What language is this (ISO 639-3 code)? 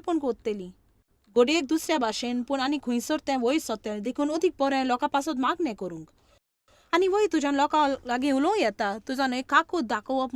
kok